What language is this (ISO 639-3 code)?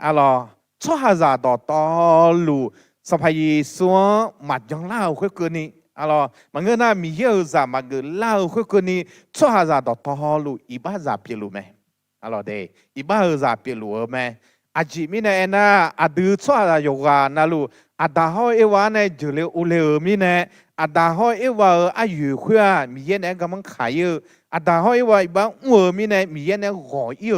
ahk